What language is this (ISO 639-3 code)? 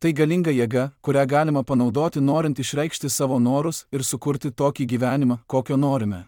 lit